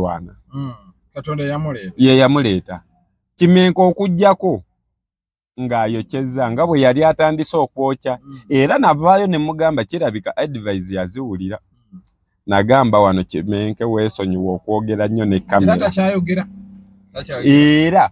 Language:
Ganda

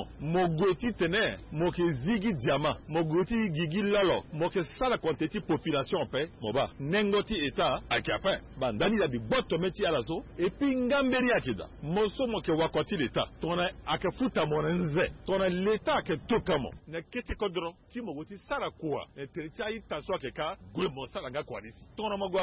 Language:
Sango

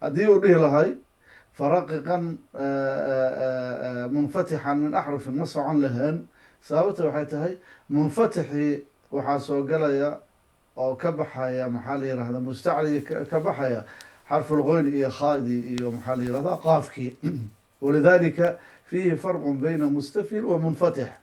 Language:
Somali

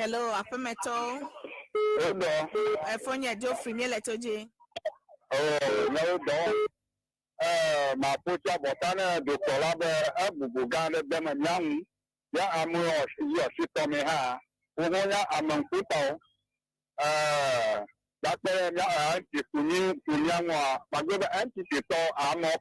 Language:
Ewe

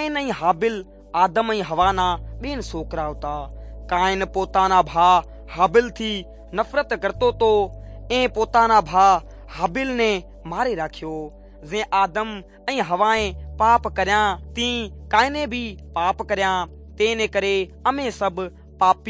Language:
Sindhi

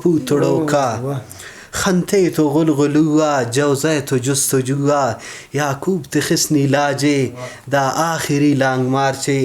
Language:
Brahui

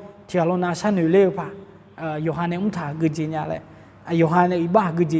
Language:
Akha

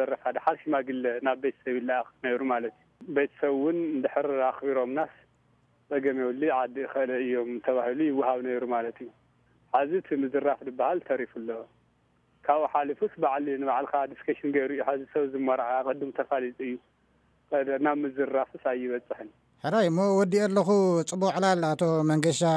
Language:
Tigrinya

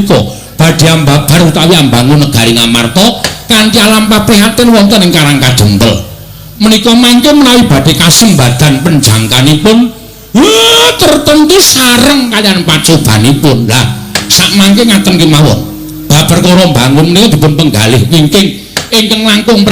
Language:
Javanese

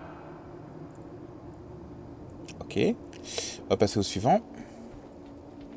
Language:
French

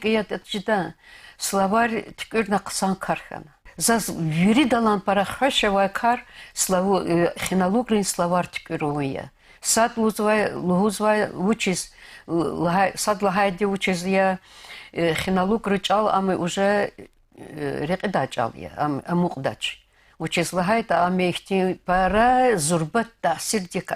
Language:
Lezghian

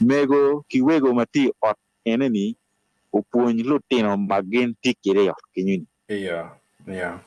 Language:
Acoli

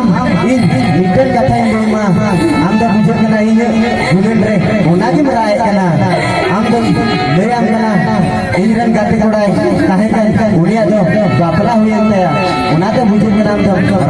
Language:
Santali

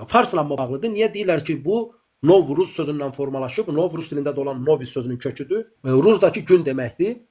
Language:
Azerbaijani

